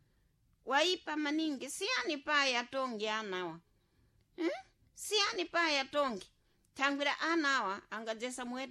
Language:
Sena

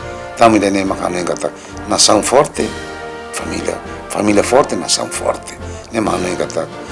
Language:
Tetum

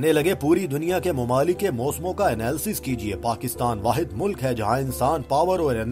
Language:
Urdu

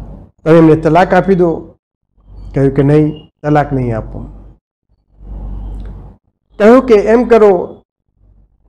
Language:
Gujarati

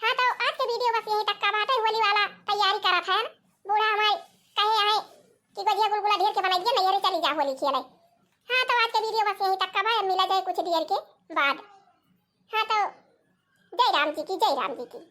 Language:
Awadhi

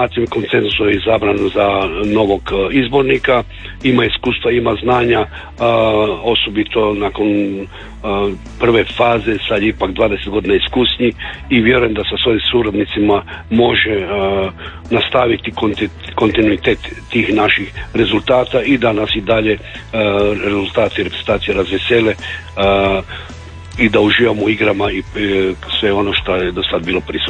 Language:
Croatian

